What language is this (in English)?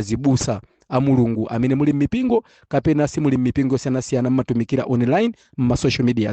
Nyanja